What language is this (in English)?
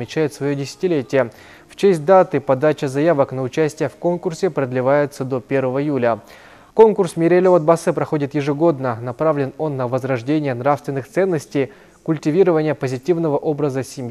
Russian